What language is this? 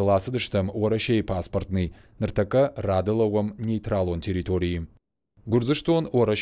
Ossetic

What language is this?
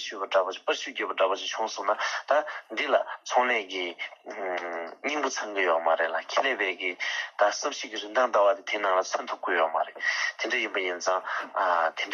Tibetan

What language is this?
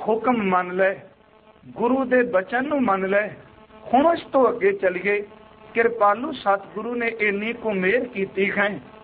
Punjabi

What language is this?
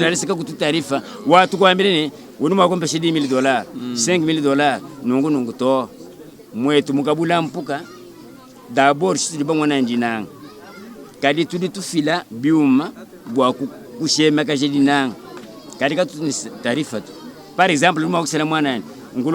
Luba-Lulua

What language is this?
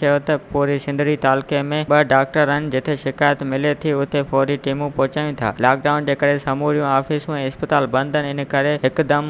Sindhi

